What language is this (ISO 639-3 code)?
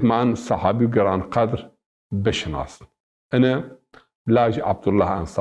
zza